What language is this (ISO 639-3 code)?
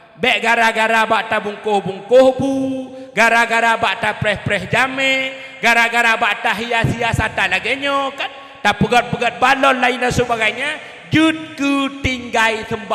ace